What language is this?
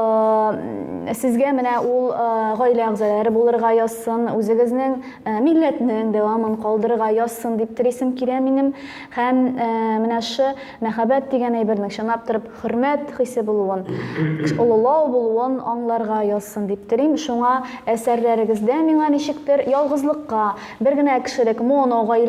Tatar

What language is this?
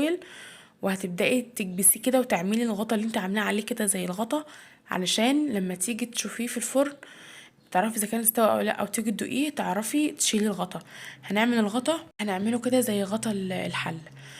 Egyptian Arabic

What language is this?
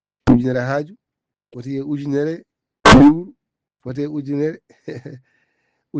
Fula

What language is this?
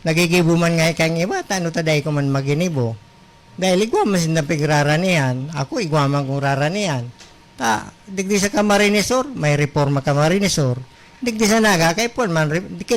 Bikol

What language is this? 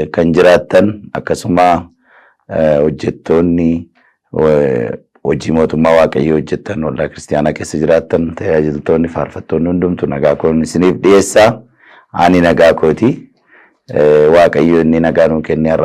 Oromo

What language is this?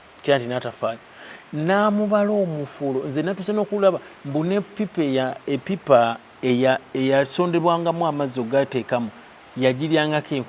Ganda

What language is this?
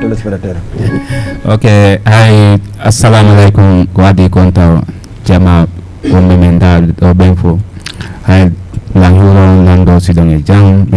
Fula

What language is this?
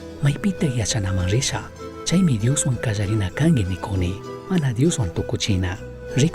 Chimborazo Highland Quichua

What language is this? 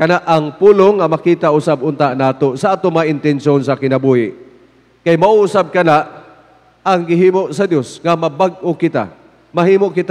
Cebuano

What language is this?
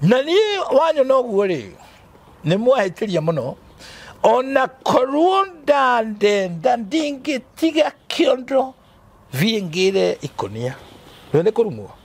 Kikuyu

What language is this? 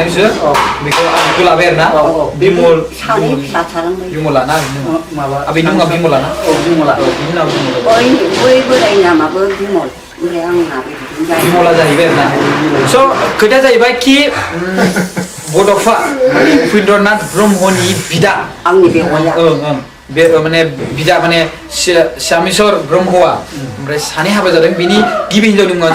Bodo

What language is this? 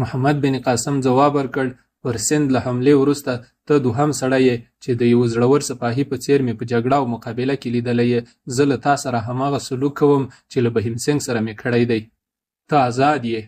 Pashto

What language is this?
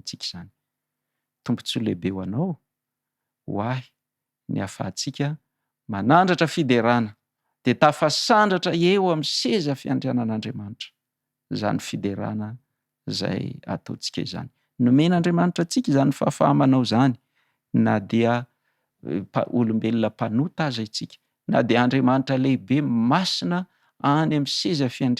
Malagasy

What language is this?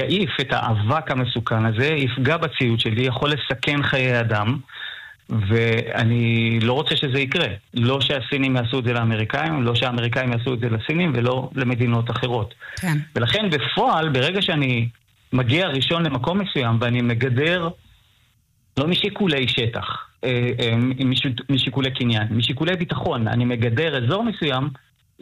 Hebrew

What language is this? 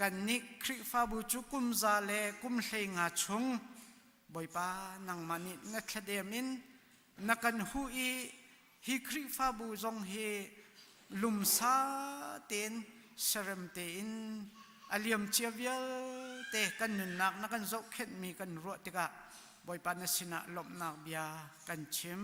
Hakha Chin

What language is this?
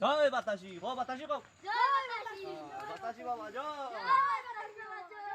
Sylheti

